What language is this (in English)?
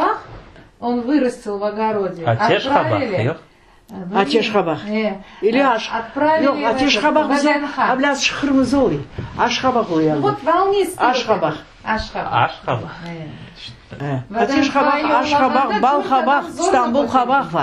Crimean Tatar